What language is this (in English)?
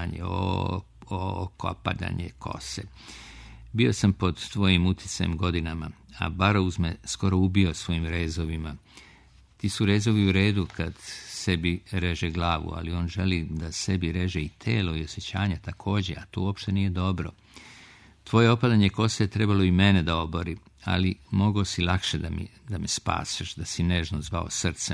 Serbian